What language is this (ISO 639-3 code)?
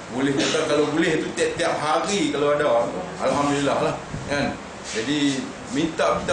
msa